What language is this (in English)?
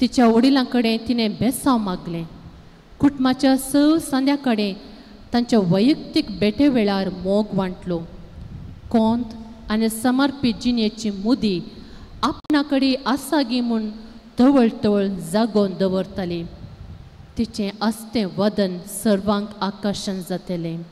Konkani